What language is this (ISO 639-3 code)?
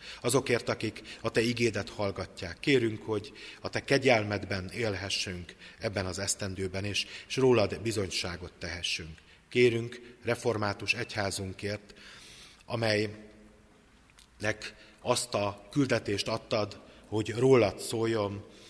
hun